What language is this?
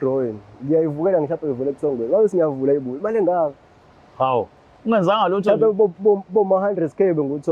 Zulu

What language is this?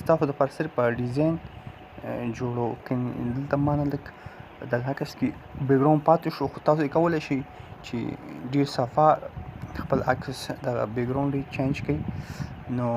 Pashto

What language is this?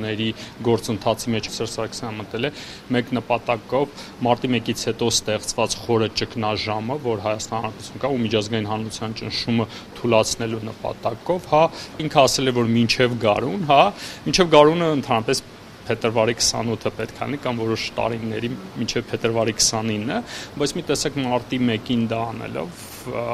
Armenian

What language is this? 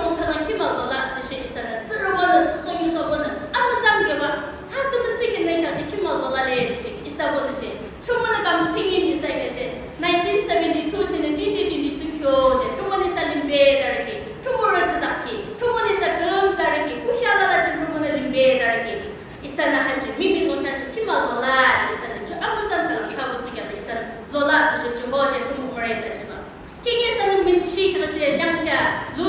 Yimchungru Naga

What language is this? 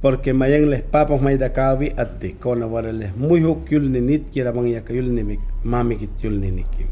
Mayangna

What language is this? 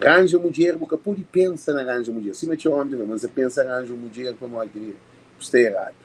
Kabuverdianu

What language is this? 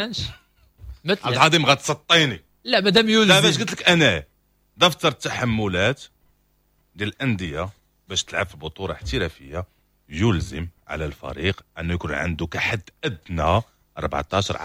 Moroccan Arabic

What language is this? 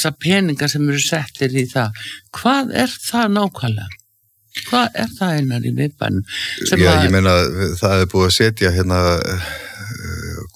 Icelandic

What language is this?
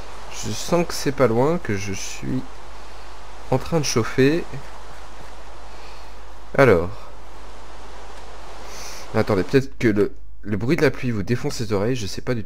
French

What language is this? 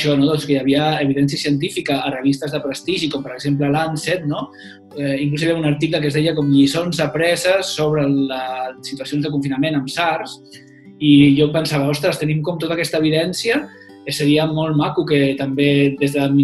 Catalan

